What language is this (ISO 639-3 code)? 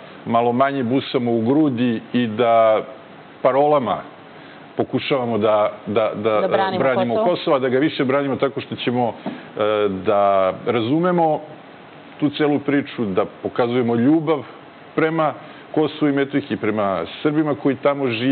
srp